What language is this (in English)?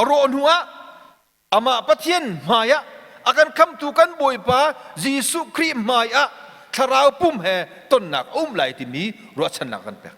Hakha Chin